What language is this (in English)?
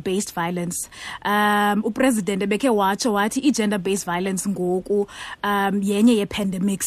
Xhosa